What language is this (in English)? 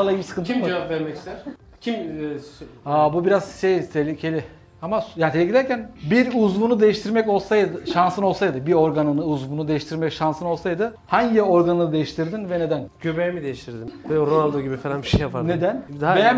Turkish